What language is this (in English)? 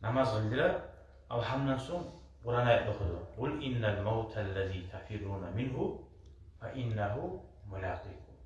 Kumyk